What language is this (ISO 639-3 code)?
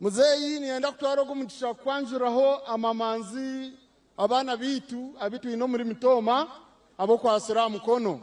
nyn